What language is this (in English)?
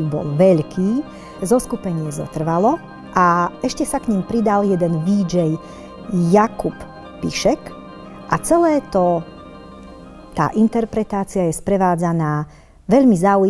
Slovak